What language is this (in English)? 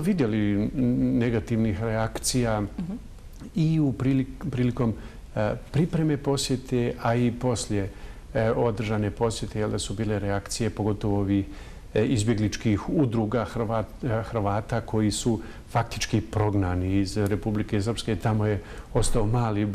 Bosnian